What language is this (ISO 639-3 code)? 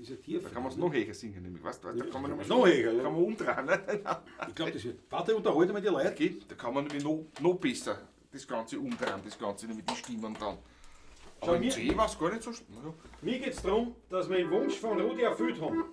bar